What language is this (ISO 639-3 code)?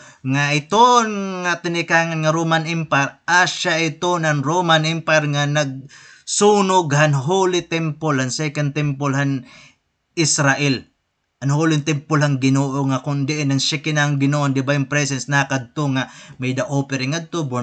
war